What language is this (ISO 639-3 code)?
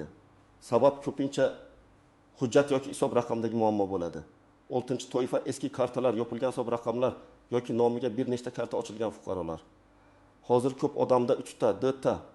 uzb